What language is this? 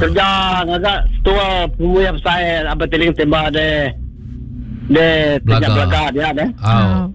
Iban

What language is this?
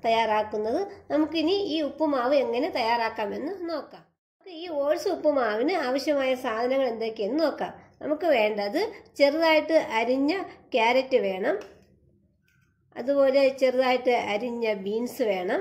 Malayalam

